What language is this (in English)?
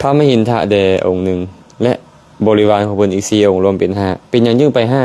Lao